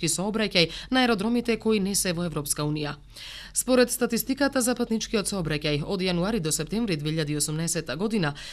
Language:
Macedonian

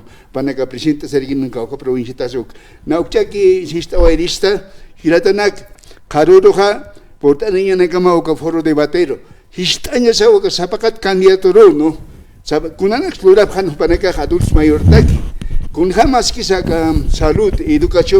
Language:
Aymara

